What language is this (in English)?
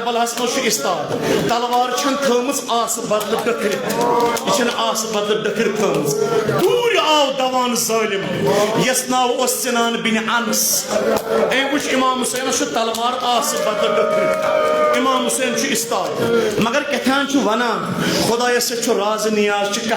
Kashmiri